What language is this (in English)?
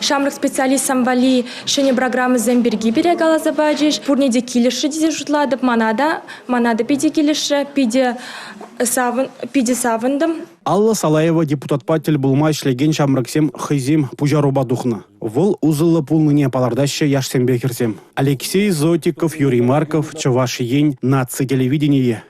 Chuvash